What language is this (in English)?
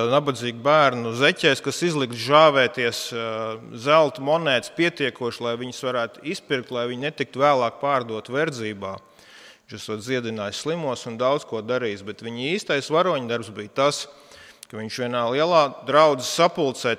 Latvian